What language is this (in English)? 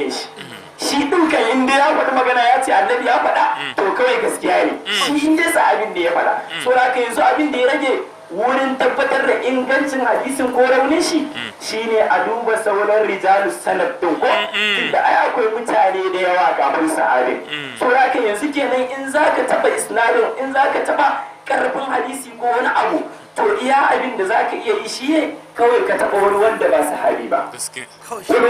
Hausa